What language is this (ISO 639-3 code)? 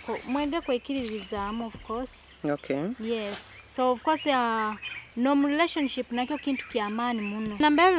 nyo